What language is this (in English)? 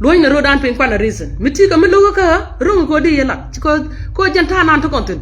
Nuer